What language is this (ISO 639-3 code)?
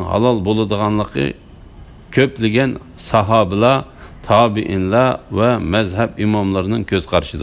uig